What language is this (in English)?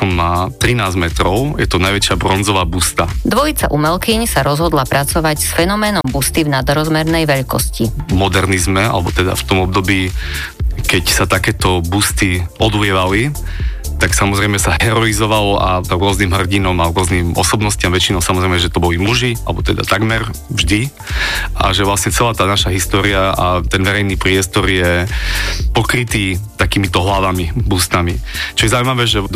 Slovak